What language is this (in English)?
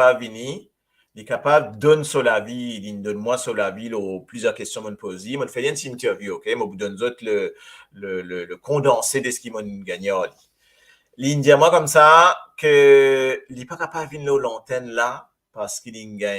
Morisyen